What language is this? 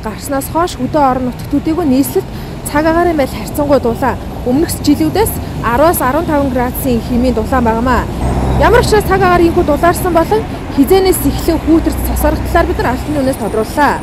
Mongolian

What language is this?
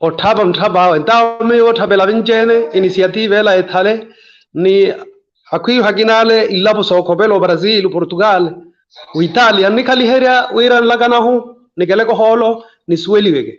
Makhuwa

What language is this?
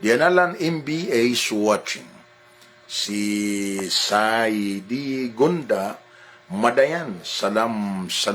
Maranao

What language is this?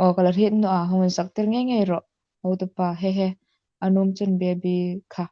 Hmar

